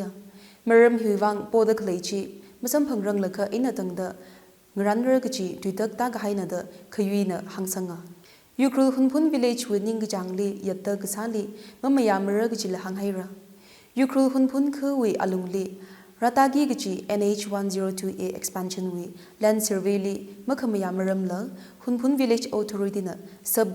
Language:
Tangkhul Naga (India)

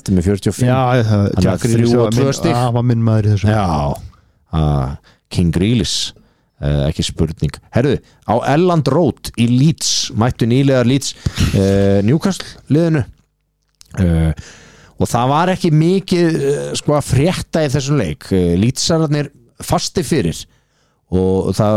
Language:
Icelandic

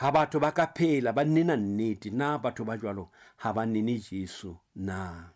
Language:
Southern Sotho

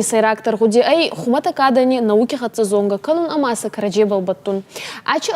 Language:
Ossetic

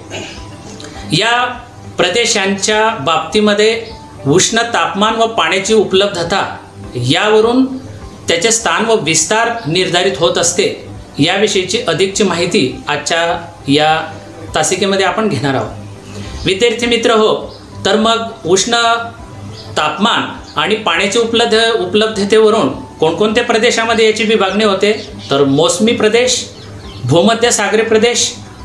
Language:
Marathi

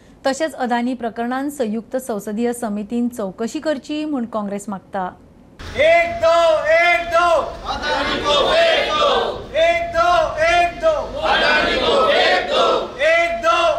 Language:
Konkani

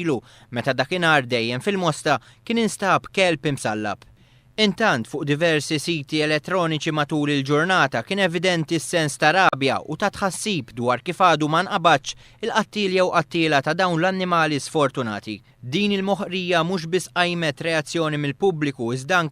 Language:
Maltese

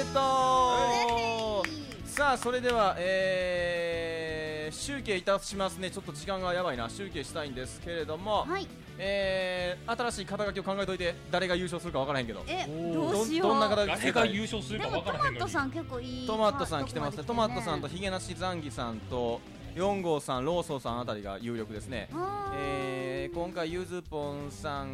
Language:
Japanese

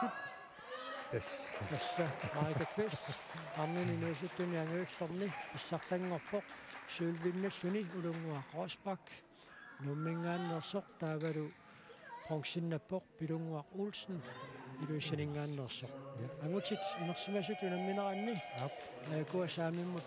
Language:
Kalaallisut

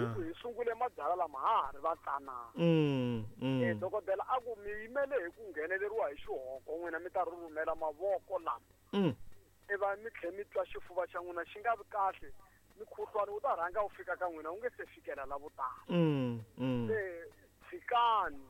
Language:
Tsonga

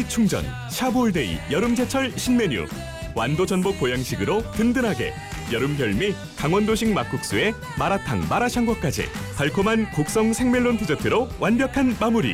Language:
Korean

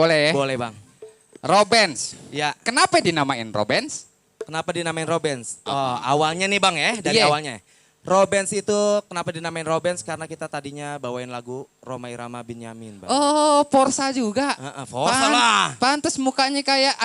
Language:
Betawi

